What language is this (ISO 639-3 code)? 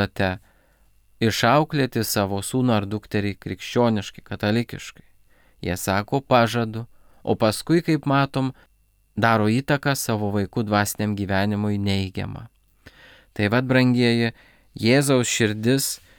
lit